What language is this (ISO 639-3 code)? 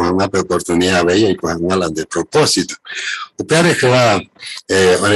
grn